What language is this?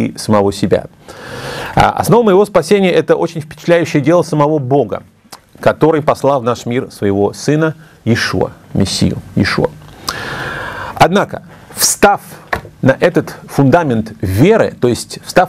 Russian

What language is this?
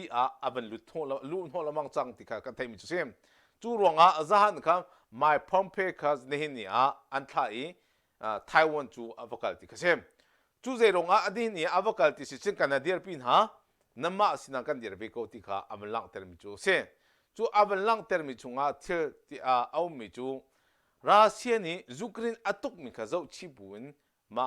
Hakha Chin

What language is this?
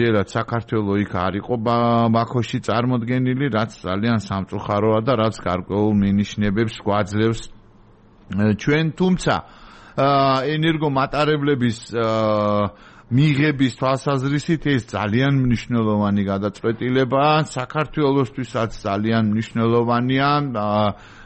Georgian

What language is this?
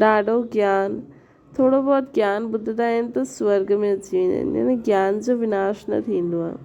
Sindhi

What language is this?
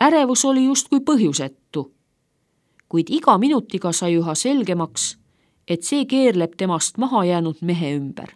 Estonian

